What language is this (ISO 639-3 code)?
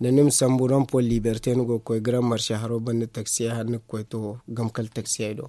dje